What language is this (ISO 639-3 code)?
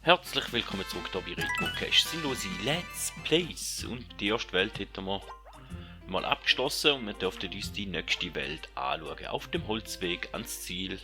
gsw